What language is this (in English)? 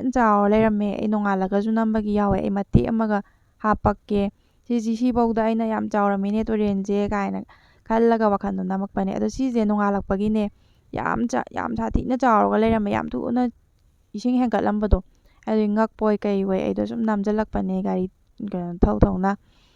Manipuri